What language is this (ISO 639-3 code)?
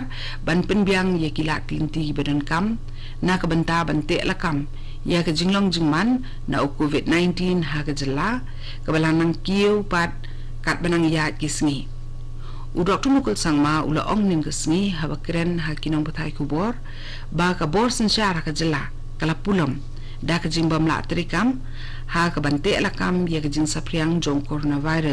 kha